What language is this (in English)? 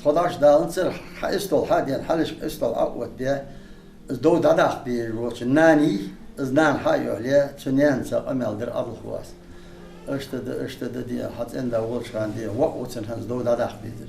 Ingush